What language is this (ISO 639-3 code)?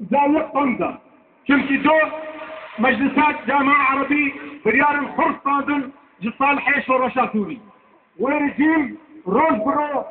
kur